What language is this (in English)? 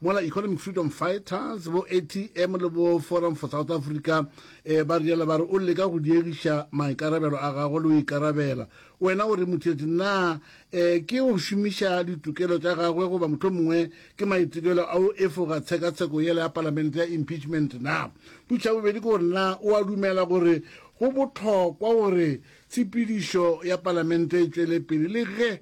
Northern Sotho